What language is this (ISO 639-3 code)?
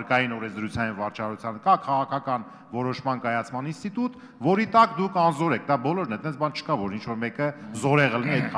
hye